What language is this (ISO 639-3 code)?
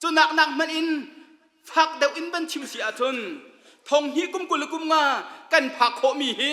cnh